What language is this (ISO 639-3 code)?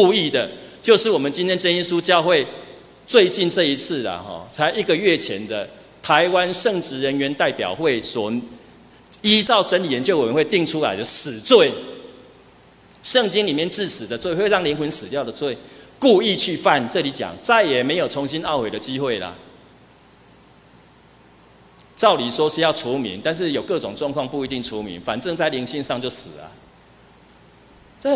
zho